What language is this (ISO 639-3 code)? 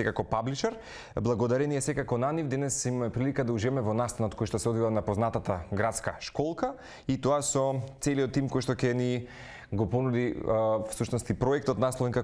mkd